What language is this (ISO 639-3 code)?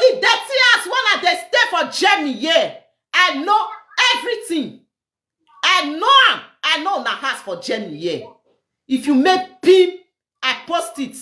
pcm